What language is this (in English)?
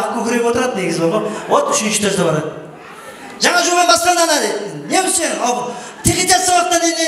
Kara-Kalpak